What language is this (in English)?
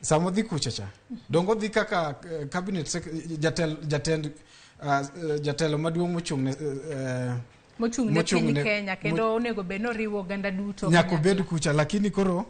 Luo (Kenya and Tanzania)